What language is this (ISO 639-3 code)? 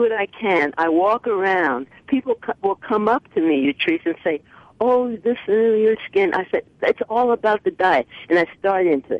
eng